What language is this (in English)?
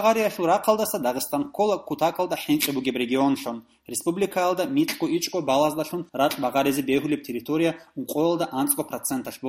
Avaric